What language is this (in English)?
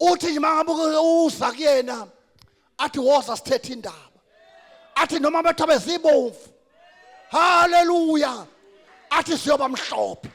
Zulu